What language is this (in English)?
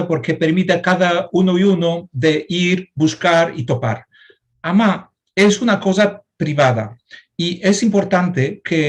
Ladino